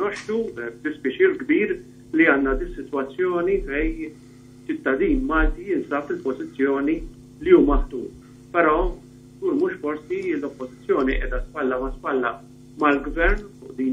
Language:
Maltese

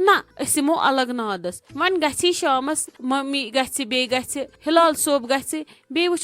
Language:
Kashmiri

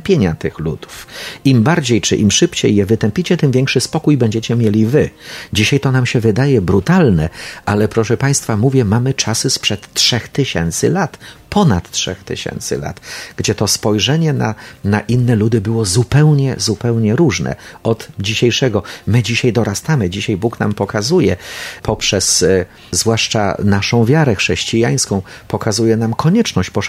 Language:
Polish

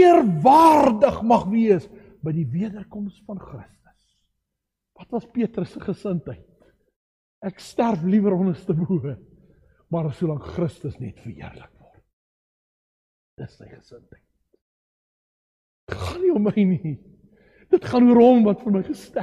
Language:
Afrikaans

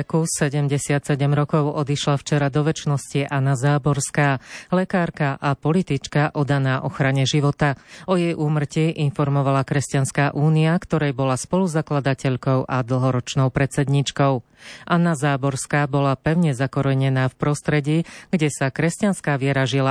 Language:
Slovak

